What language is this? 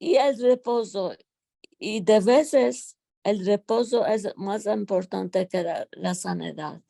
Ladino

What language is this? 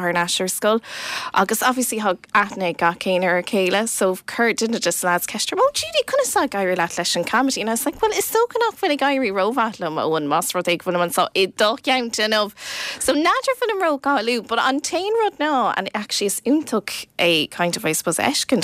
Irish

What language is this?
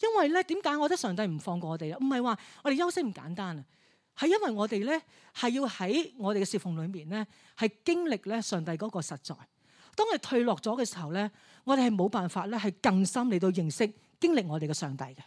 Cantonese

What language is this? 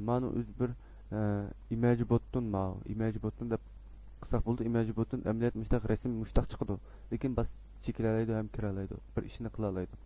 Uyghur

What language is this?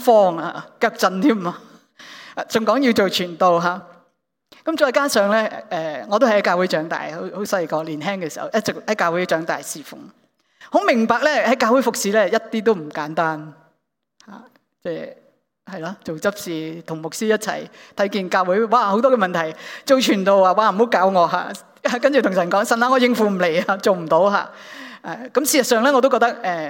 Cantonese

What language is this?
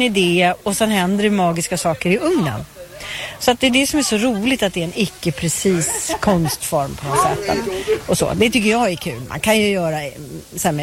Swedish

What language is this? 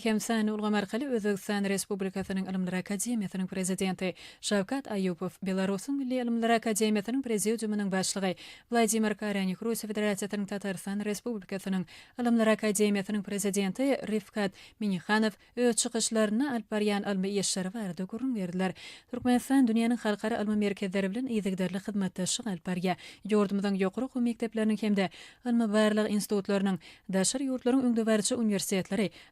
Turkmen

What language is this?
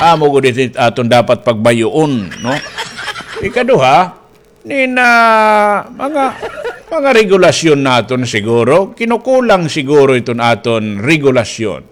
Waray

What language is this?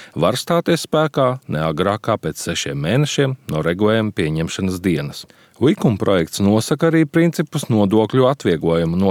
Latvian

